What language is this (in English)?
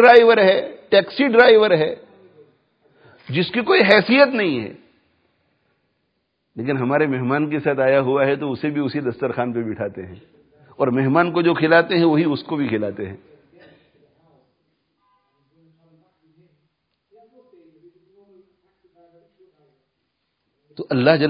Urdu